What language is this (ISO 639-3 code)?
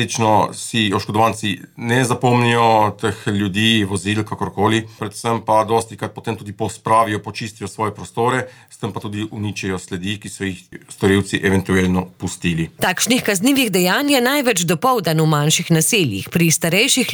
slv